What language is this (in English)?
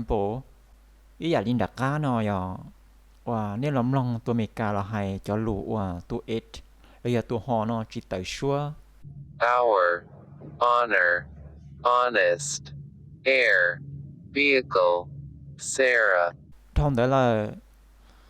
Hmong